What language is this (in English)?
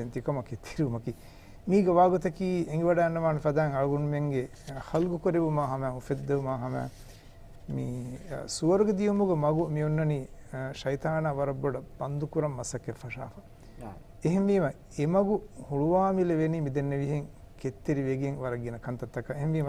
Divehi